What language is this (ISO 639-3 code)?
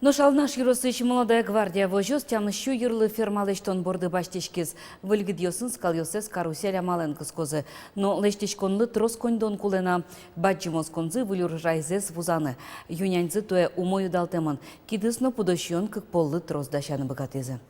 udm